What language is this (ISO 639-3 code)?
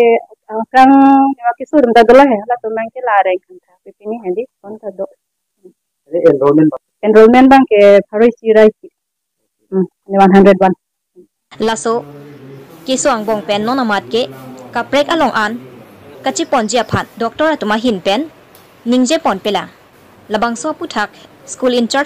mjw